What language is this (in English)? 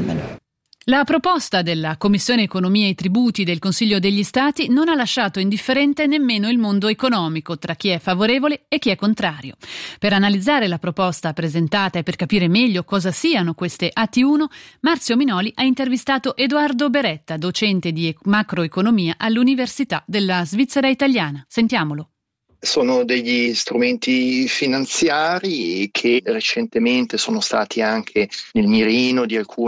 Italian